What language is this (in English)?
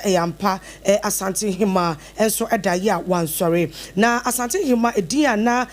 Akan